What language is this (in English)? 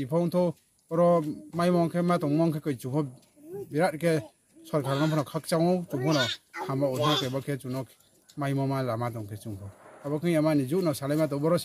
Riang (India)